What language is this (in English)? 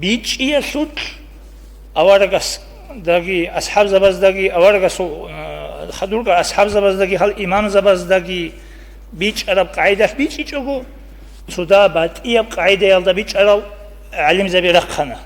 Avaric